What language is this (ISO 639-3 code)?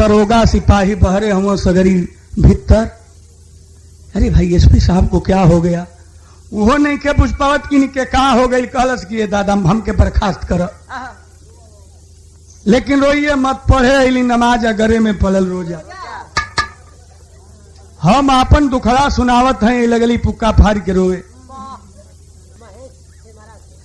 bho